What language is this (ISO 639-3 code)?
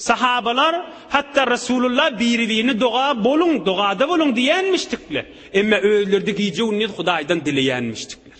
tuk